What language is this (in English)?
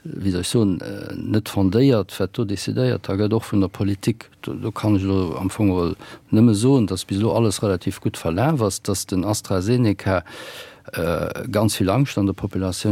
Luxembourgish